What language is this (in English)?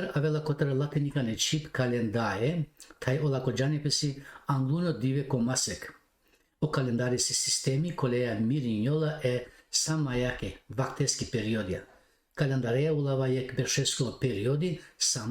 Balkan Romani